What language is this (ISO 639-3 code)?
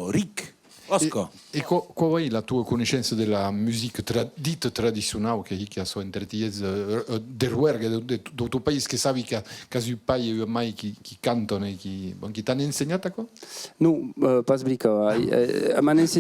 oci